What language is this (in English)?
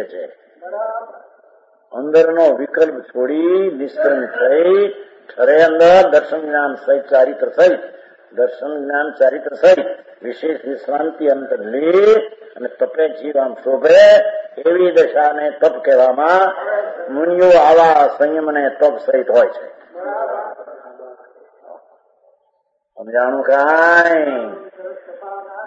Gujarati